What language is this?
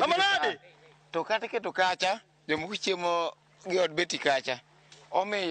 Luo (Kenya and Tanzania)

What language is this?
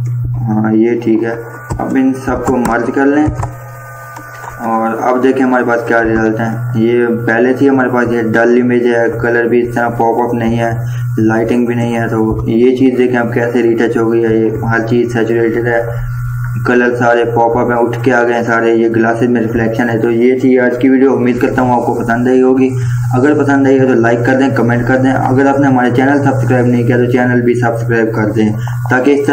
Hindi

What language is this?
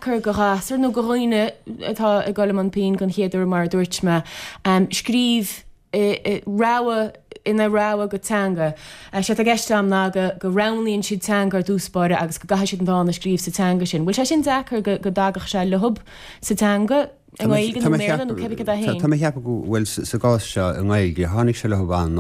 Irish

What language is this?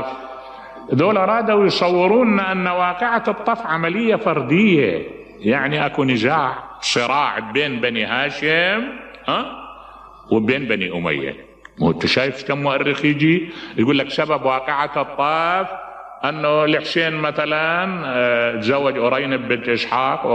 Mesopotamian Arabic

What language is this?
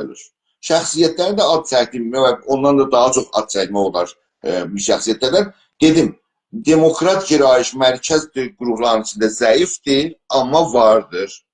South Azerbaijani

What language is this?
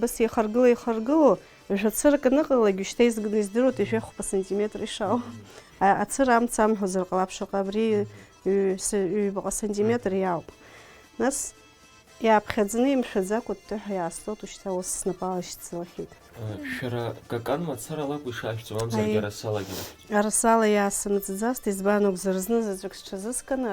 Abkhazian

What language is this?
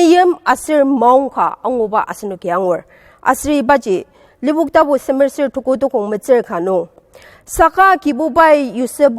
Ao Naga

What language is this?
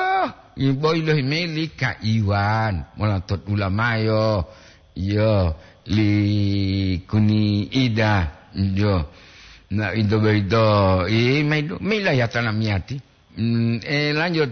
Gorontalo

